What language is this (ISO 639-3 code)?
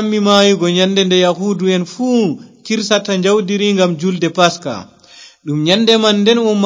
ful